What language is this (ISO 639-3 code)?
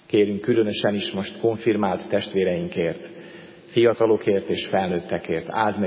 hun